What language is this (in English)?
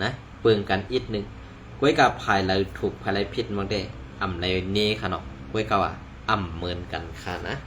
Shan